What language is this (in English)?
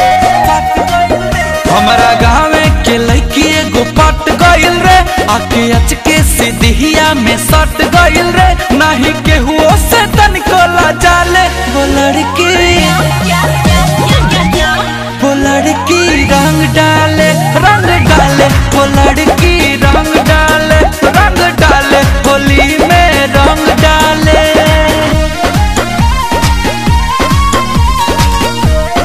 Bhojpuri